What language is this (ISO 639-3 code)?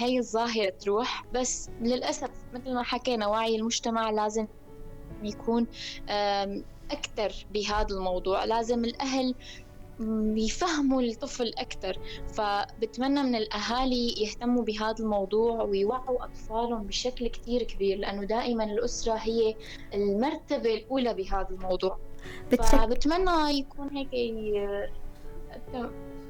apc